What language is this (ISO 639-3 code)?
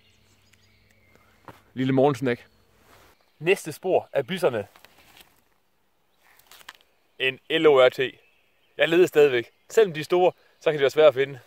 dan